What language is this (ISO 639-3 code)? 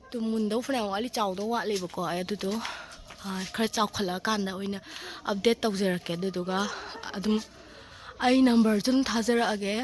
mni